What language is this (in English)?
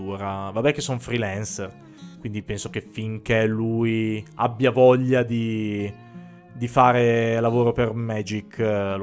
Italian